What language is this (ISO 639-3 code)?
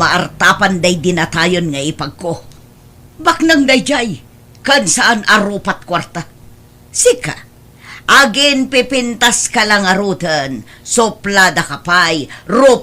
ilo